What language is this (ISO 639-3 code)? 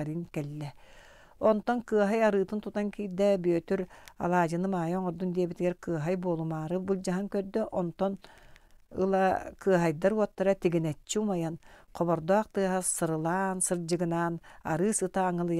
sah